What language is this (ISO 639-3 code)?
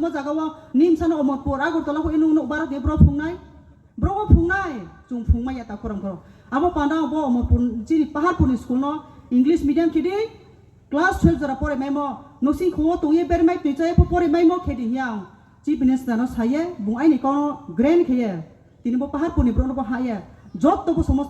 ria